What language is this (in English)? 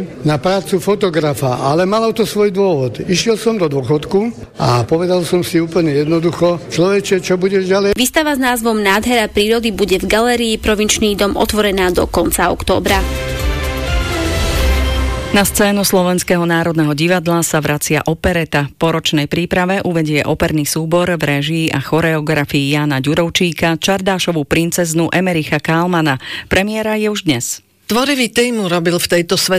Slovak